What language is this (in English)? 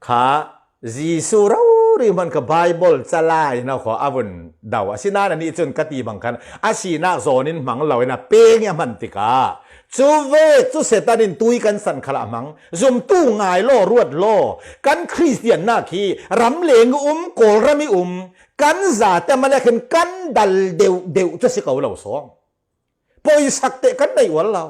Falam Chin